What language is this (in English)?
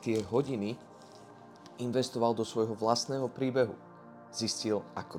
Slovak